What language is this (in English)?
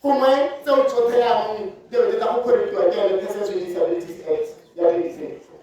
Tswana